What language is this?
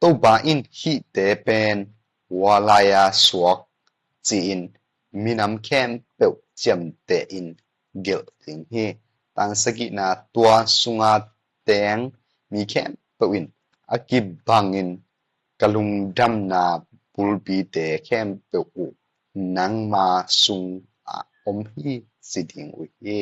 Tedim Chin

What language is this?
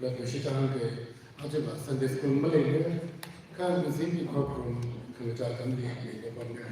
Tangkhul Naga (India)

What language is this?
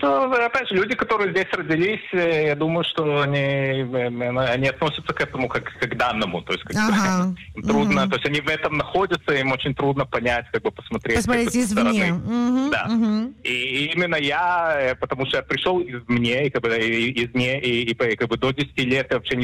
Russian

